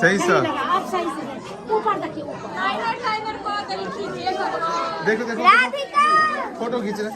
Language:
Maithili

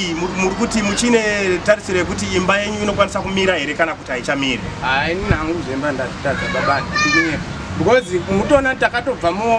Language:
Shona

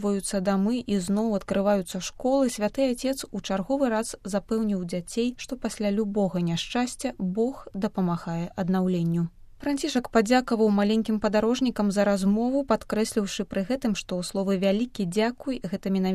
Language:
Belarusian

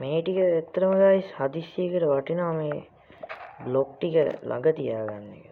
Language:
Sinhala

